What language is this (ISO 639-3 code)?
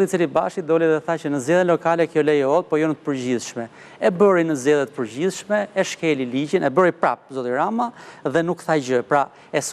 sqi